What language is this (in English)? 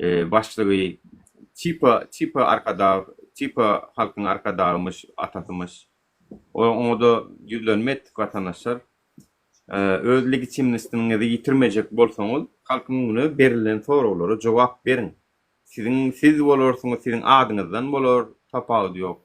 Turkmen